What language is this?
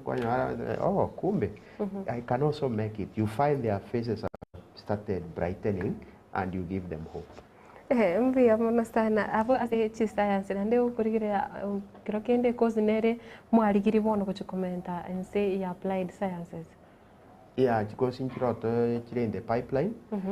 Gusii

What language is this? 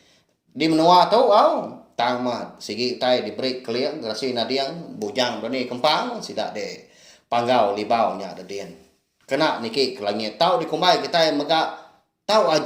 Iban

